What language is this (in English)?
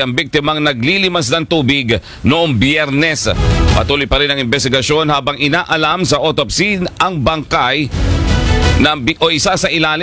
Filipino